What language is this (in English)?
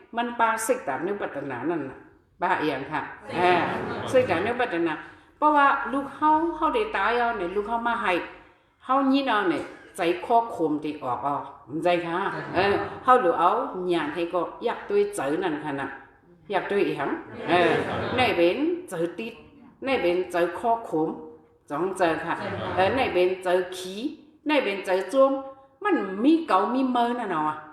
Shan